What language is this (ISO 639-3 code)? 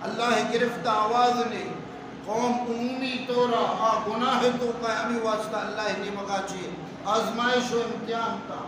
bal